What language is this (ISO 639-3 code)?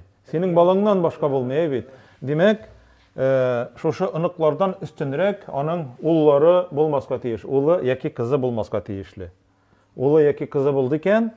tat